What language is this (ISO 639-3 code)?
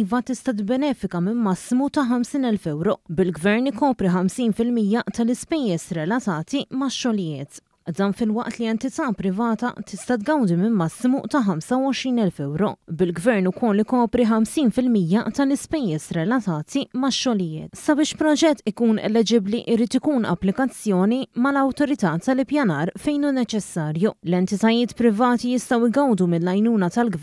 mlt